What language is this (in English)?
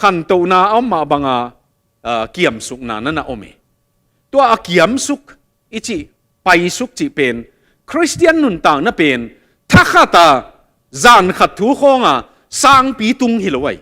Tedim Chin